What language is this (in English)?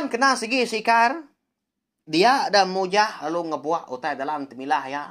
Iban